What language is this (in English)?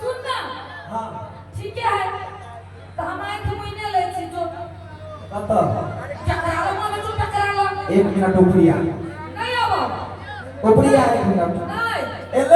Maithili